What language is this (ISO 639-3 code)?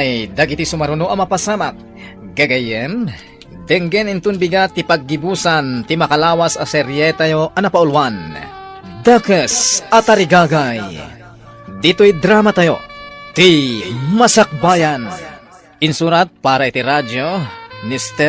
ilo